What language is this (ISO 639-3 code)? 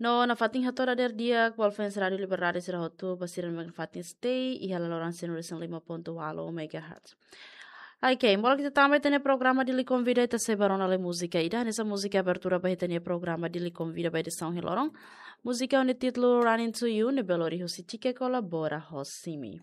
tet